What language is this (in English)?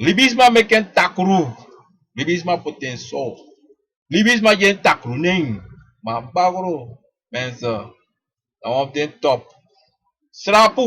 Sranan Tongo